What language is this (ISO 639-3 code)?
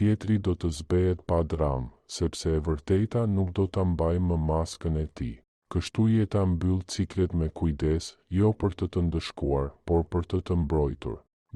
sqi